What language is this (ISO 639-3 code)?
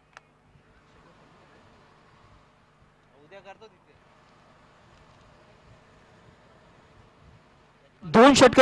mar